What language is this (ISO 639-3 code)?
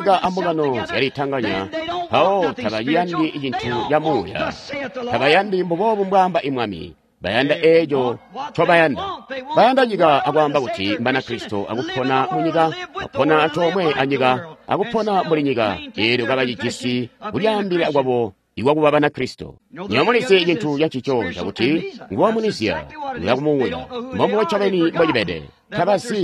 toi